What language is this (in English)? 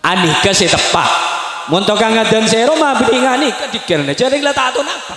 Madurese